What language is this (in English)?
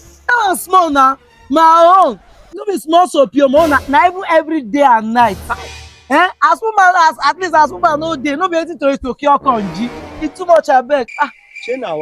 Nigerian Pidgin